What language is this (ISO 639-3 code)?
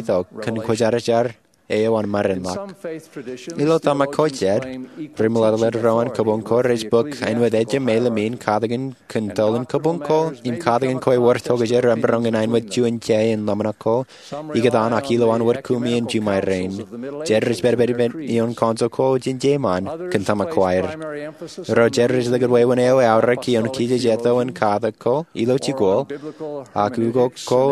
mah